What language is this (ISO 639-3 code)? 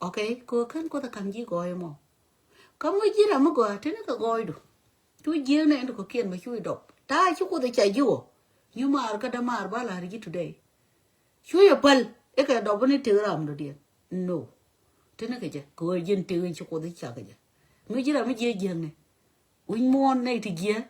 nus